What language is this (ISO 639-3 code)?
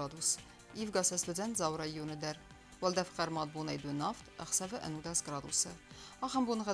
oss